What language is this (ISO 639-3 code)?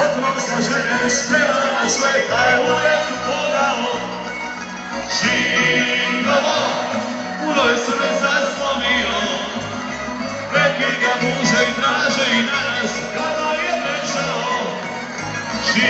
hrv